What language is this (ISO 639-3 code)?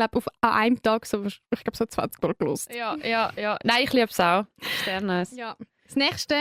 gsw